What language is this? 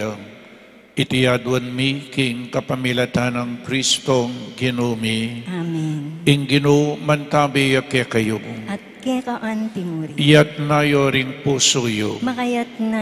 Pampanga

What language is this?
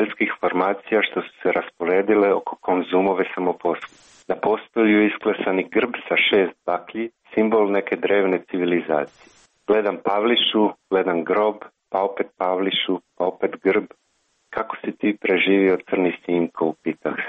Croatian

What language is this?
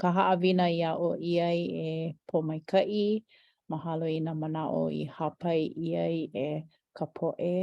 Hawaiian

